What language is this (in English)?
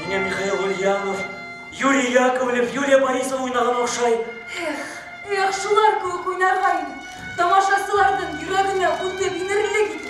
Bashkir